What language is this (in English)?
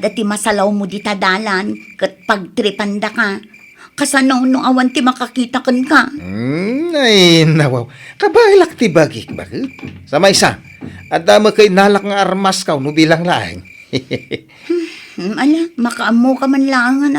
Iloko